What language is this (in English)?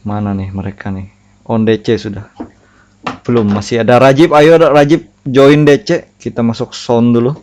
Banjar